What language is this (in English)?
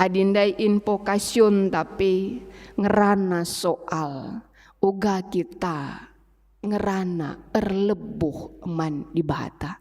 Batak Karo